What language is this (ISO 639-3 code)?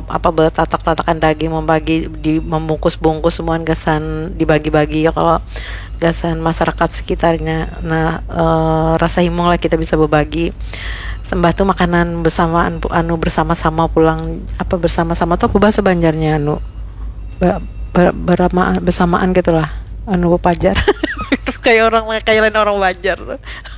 bjn